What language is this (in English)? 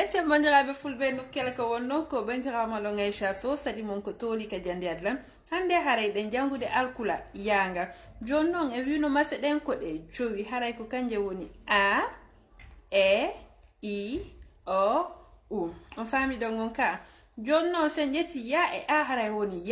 Fula